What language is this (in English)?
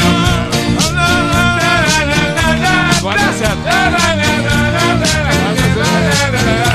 Portuguese